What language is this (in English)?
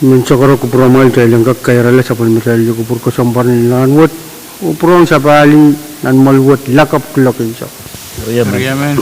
Pohnpeian